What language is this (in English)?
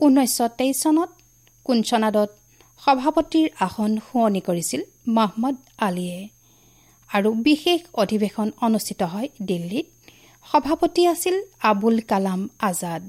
Assamese